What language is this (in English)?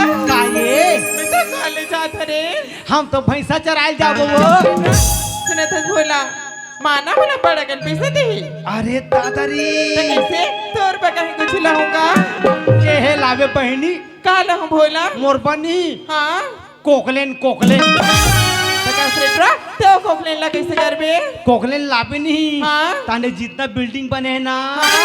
Chhattisgarhi